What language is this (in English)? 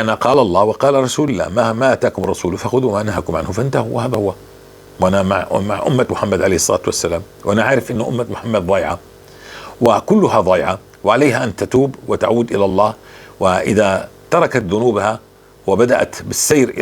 North Levantine Arabic